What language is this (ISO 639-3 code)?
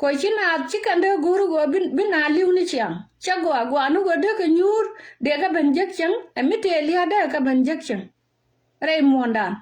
nus